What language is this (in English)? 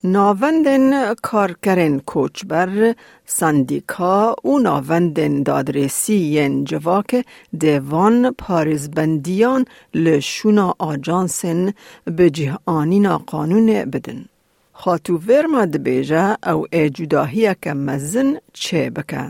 Kurdish